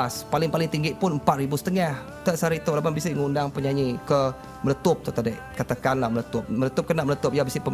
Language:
Iban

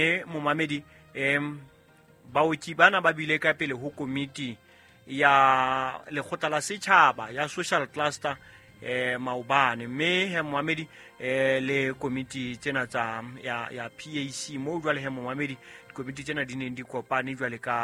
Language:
Southern Sotho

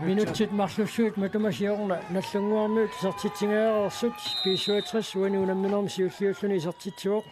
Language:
Kalaallisut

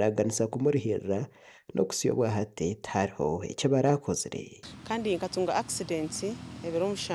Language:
Nyankole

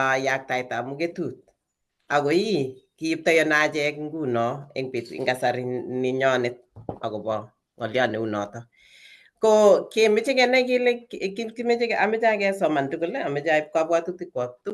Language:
Kalenjin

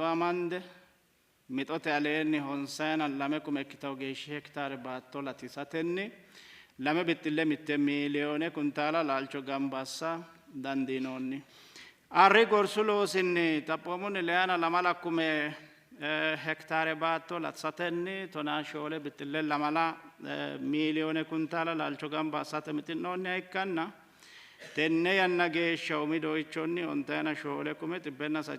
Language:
Sidamo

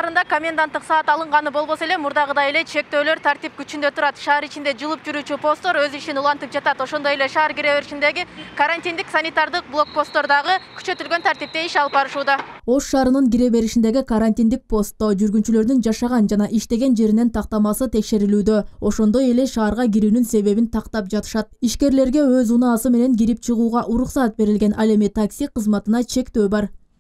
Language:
Kyrgyz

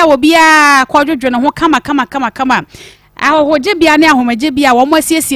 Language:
Akan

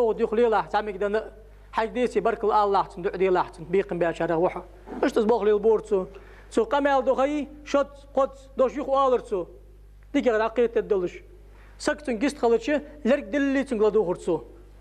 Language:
Ingush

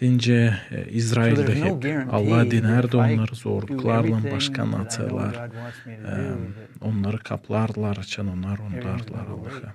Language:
Gagauz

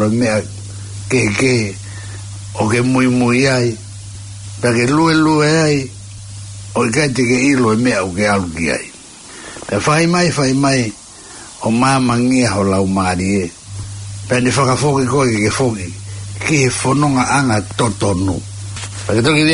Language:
Tongan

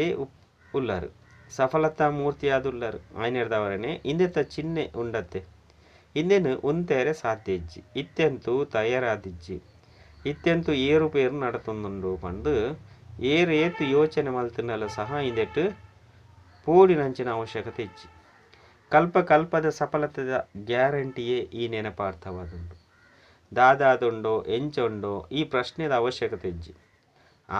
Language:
Tulu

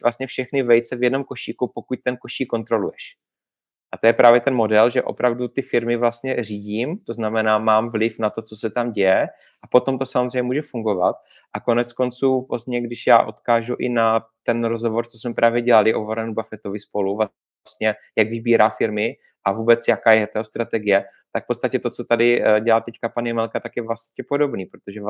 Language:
Czech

